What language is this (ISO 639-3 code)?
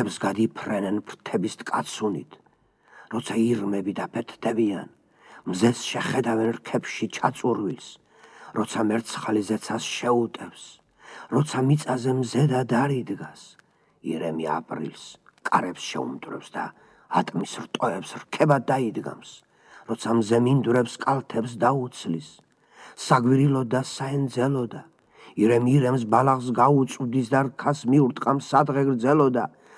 kat